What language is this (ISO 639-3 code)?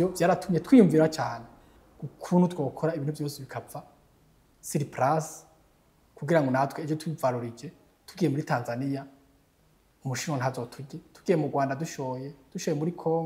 run